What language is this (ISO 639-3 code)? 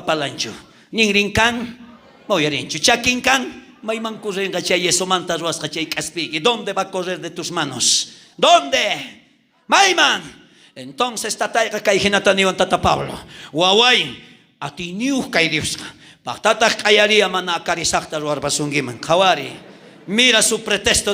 quh